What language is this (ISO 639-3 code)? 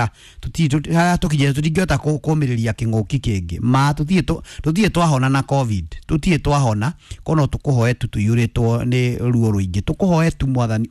kik